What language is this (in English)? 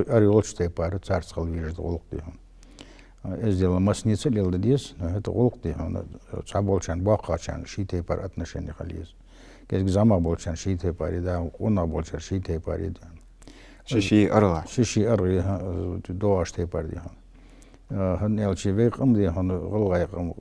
Ingush